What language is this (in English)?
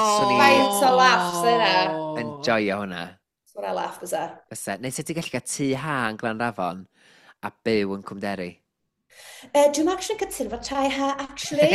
Welsh